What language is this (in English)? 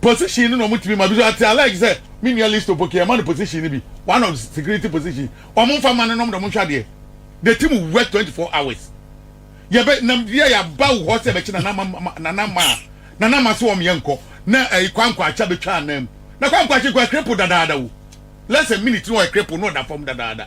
Akan